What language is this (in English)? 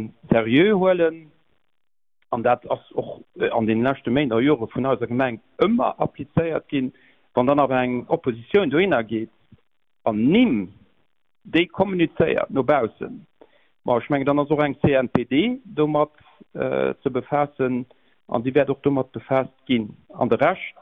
Luxembourgish